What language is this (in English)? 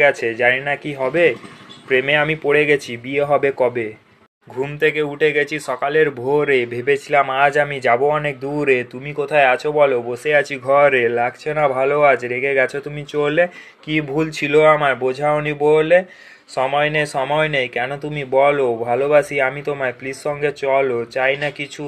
Bangla